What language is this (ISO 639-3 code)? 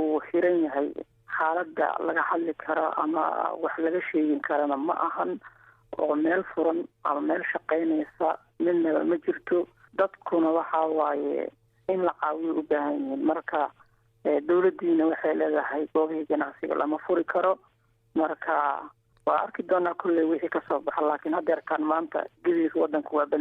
som